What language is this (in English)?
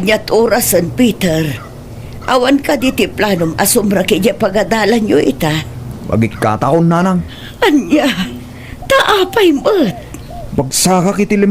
Iloko